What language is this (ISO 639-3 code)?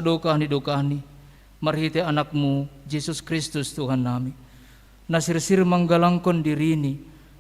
bts